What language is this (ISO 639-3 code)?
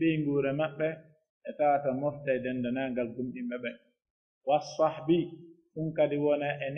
fuf